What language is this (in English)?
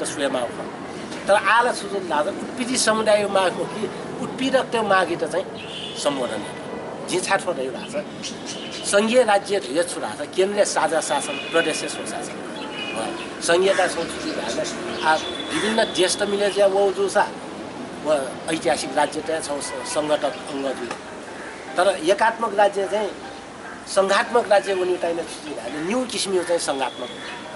Newari